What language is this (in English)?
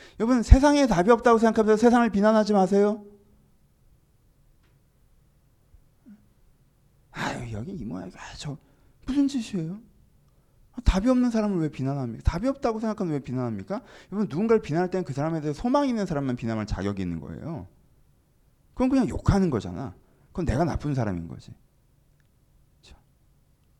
Korean